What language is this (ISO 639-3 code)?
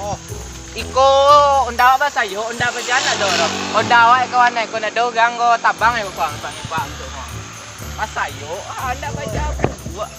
min